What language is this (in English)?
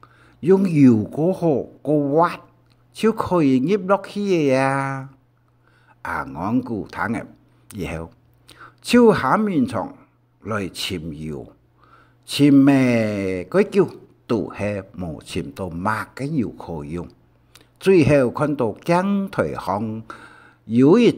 Hakka Chinese